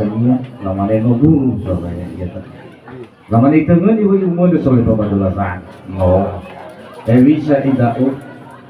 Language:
Nias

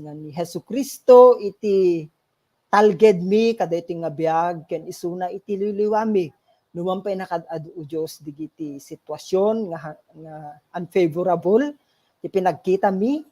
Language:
Iloko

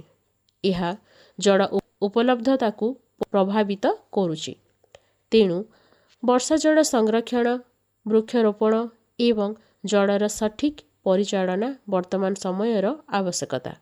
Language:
Odia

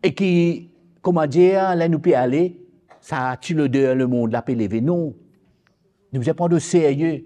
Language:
Morisyen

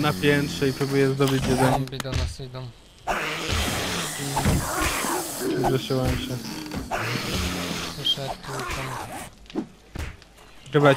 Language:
Polish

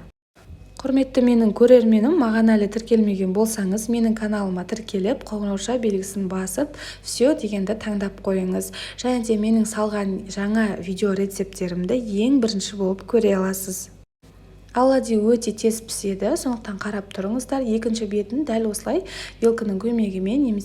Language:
Kazakh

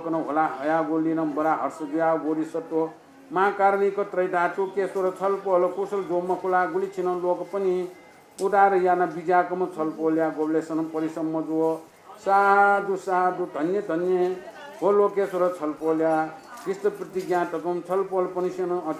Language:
Newari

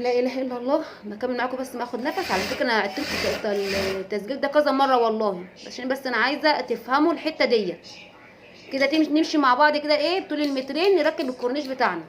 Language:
Egyptian Arabic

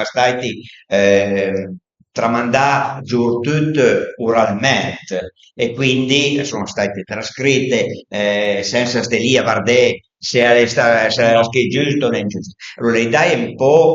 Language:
Piedmontese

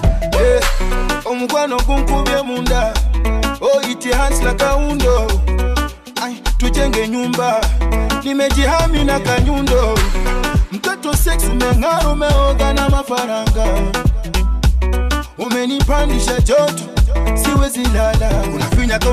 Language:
Swahili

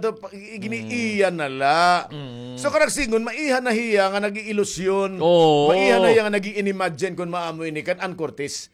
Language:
Waray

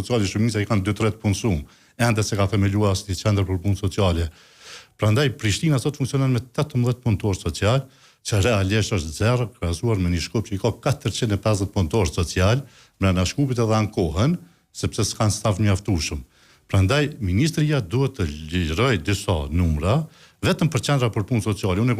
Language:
Albanian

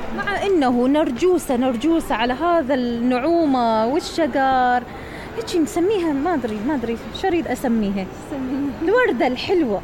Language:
Mesopotamian Arabic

